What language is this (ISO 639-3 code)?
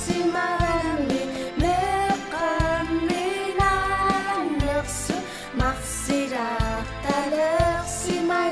kal